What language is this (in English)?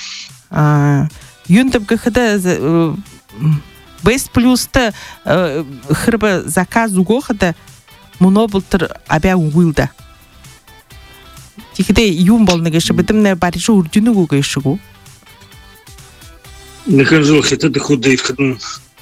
Buriat